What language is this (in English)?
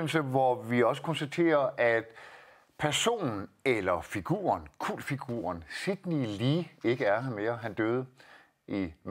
Danish